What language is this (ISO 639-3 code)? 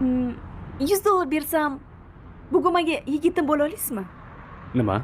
uzb